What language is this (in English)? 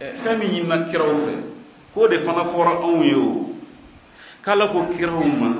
Bambara